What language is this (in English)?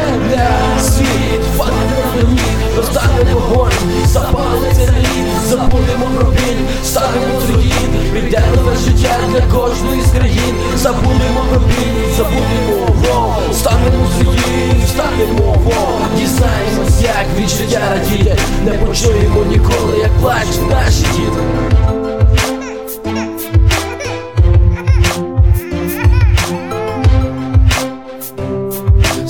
Ukrainian